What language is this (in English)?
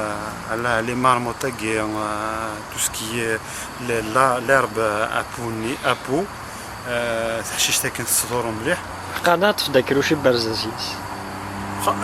Kabyle